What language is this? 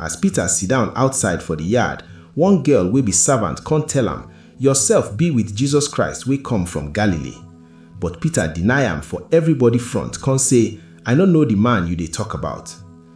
Nigerian Pidgin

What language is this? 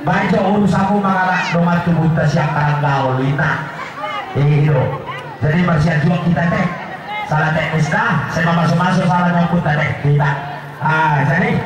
Batak Toba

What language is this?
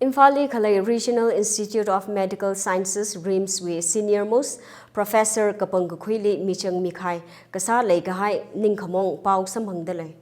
Tangkhul Naga (India)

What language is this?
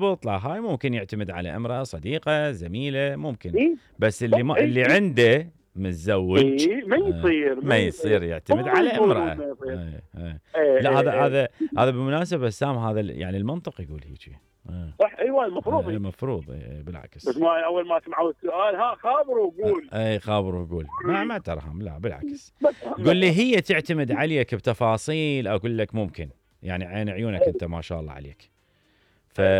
Mesopotamian Arabic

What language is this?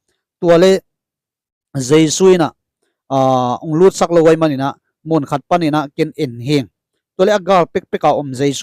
Tedim Chin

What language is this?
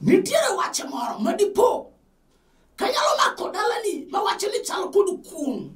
Luo (Kenya and Tanzania)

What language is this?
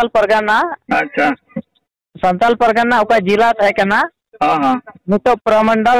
Santali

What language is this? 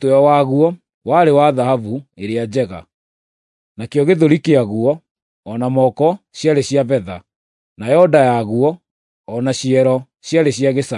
Kikuyu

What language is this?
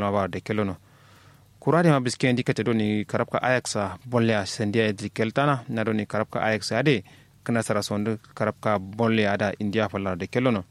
Kanuri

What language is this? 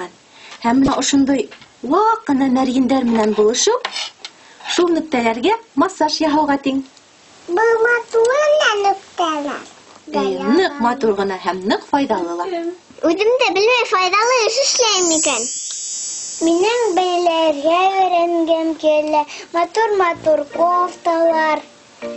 Bashkir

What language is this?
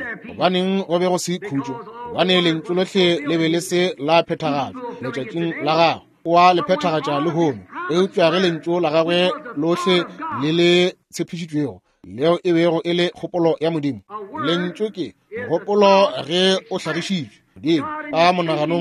Northern Sotho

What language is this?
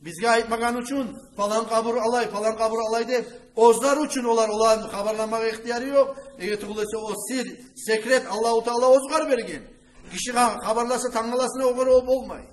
Kumyk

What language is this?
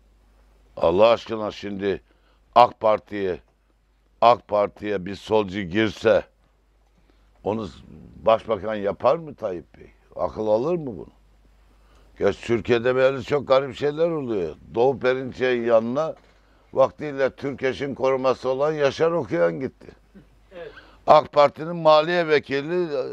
Turkish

